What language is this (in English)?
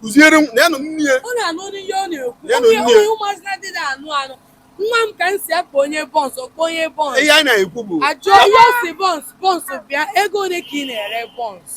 Igbo